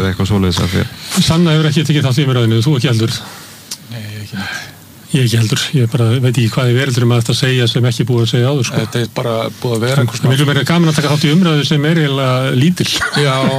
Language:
Icelandic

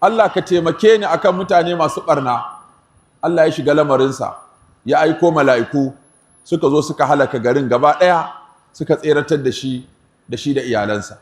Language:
Hausa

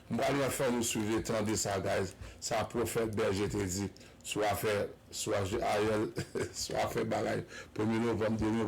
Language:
Haitian Creole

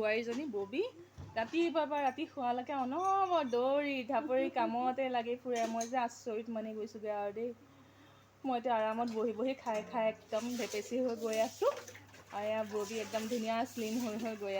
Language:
Assamese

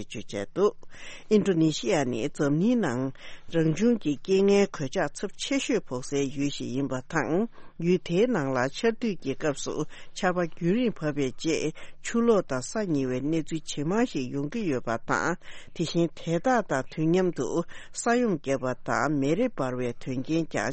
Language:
Tibetan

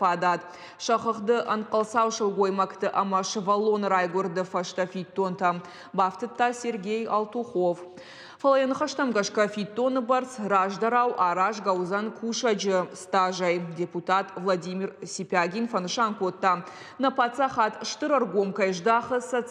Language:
Ossetic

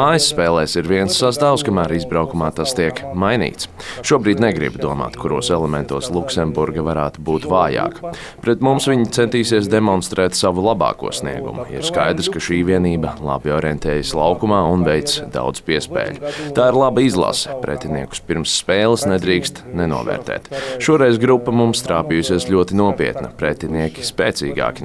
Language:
Latvian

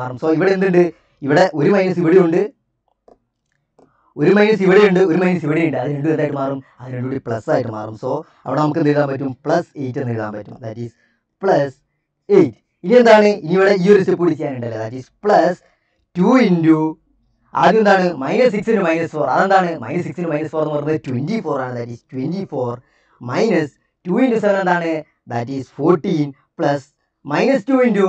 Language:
Malayalam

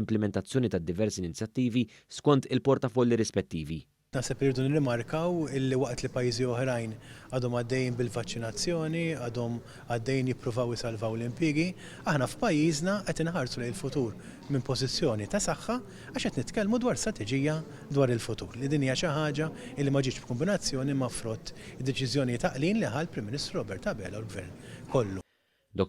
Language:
Maltese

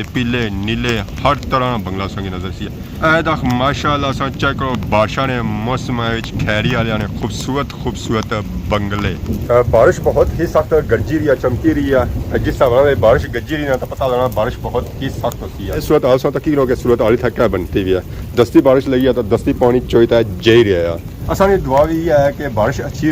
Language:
Pahari-Potwari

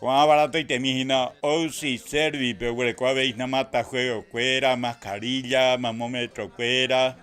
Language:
Guarani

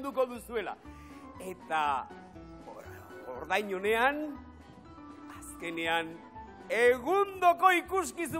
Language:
Basque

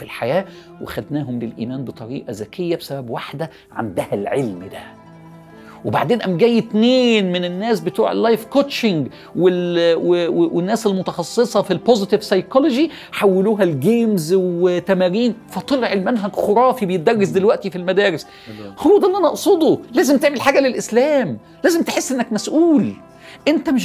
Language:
Egyptian Arabic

